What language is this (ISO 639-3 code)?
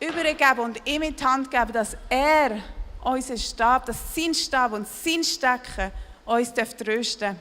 gsw